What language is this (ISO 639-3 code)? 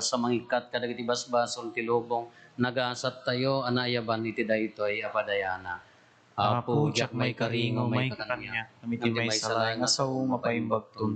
ilo